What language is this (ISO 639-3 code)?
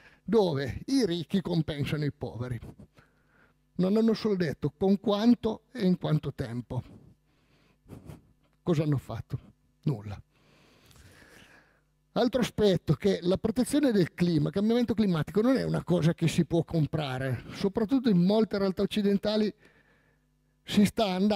ita